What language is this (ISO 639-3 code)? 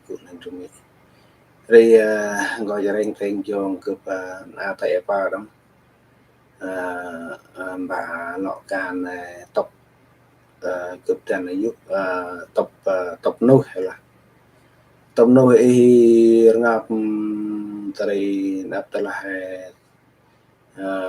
cmo